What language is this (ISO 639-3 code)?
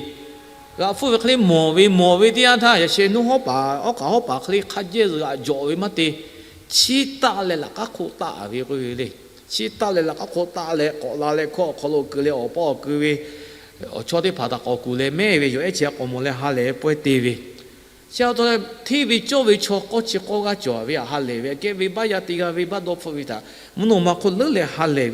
lhu